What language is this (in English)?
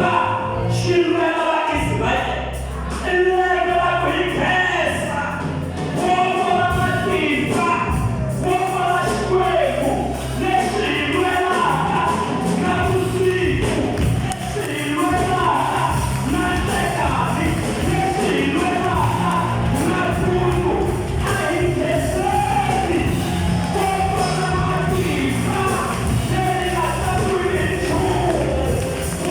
Tsonga